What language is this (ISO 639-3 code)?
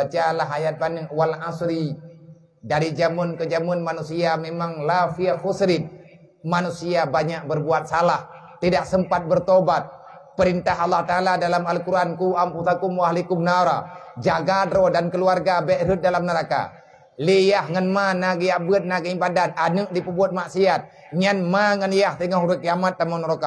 ace